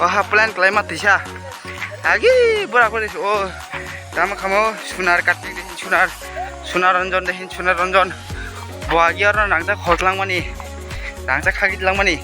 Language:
Kok Borok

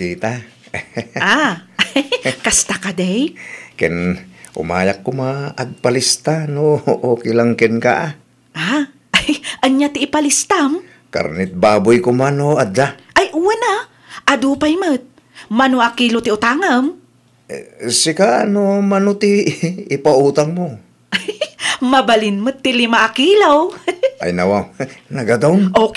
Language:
Iloko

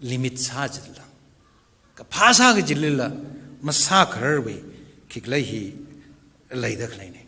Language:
Tangkhul Naga (India)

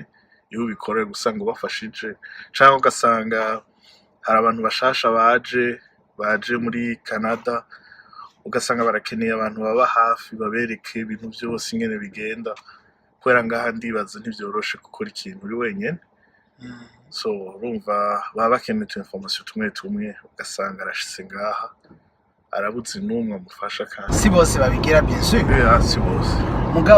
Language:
Rundi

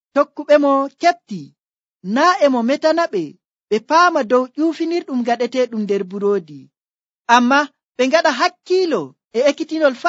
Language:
Nigerian Fulfulde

